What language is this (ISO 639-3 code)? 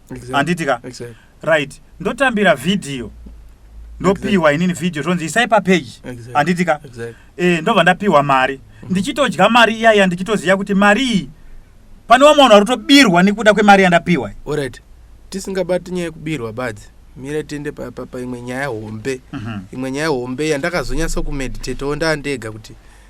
sna